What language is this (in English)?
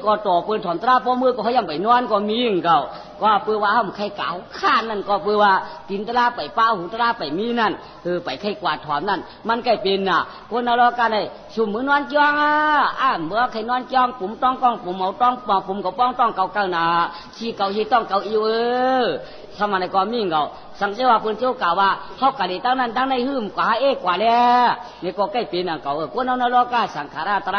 Shan